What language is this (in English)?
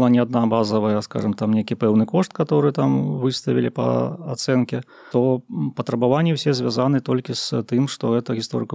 Belarusian